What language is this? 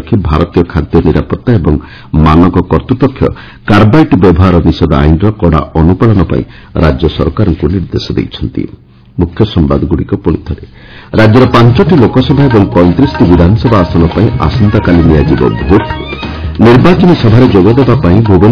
Odia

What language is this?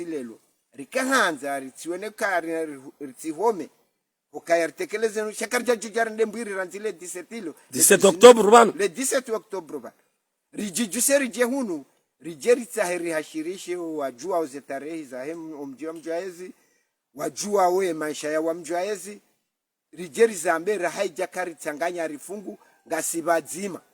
Ngazidja Comorian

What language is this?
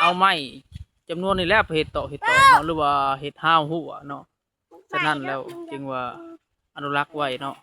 Lao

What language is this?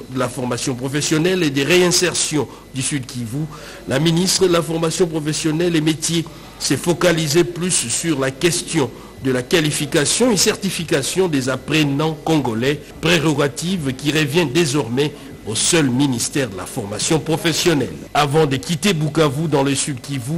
French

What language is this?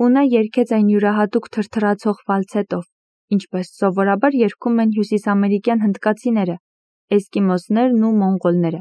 Armenian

